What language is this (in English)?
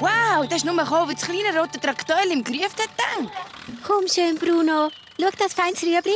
Swiss German